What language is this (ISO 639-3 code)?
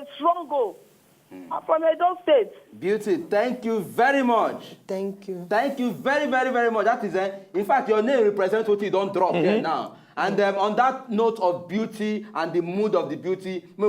pcm